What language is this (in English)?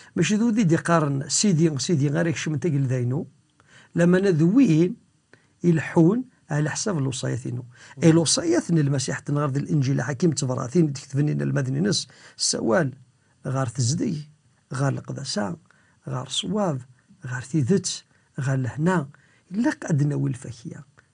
Kabyle